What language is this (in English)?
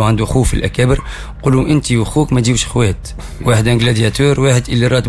Tunisian Arabic